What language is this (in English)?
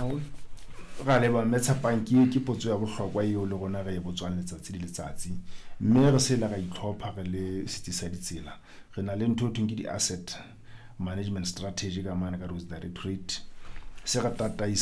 Southern Sotho